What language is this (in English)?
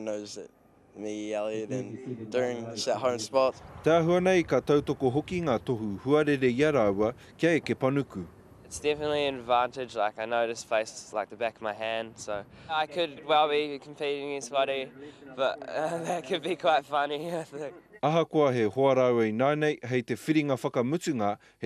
Māori